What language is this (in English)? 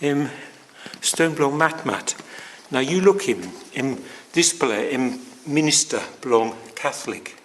Tok Pisin